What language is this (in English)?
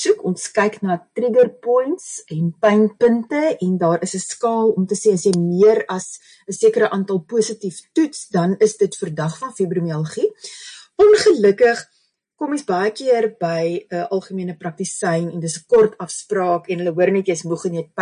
Afrikaans